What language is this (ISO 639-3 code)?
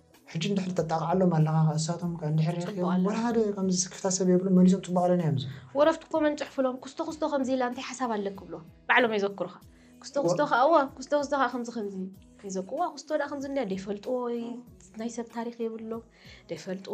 tir